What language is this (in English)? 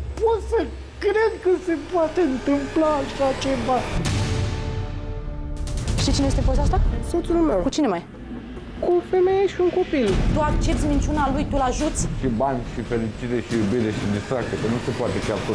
Romanian